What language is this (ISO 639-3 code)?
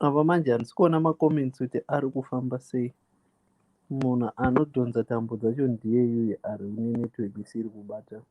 sna